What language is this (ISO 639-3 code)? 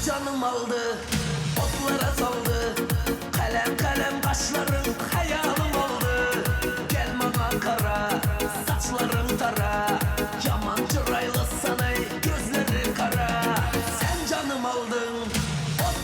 kaa